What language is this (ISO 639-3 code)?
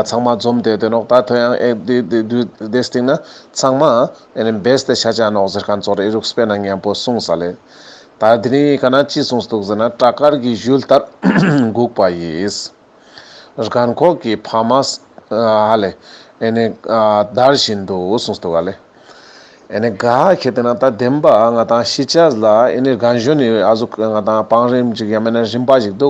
lbj